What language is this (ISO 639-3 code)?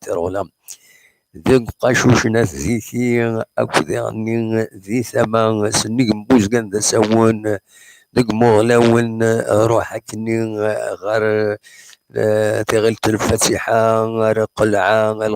kab